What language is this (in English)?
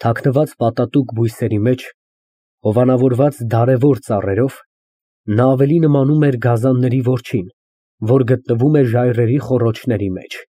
Armenian